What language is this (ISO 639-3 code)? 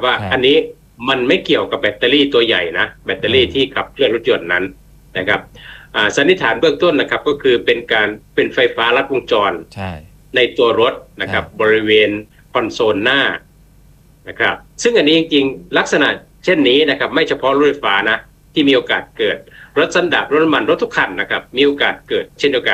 tha